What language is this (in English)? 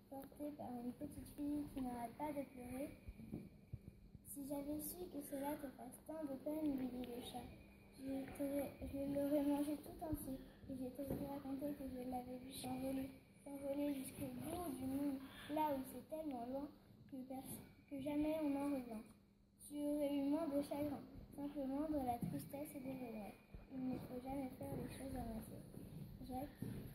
French